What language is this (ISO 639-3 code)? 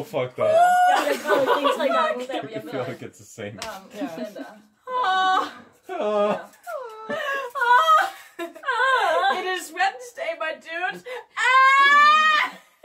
dan